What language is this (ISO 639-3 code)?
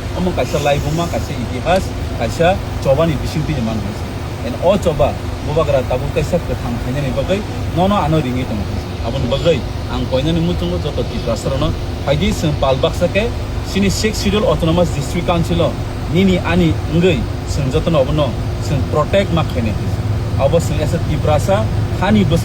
trp